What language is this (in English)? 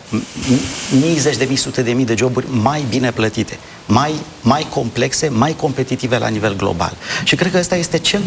Romanian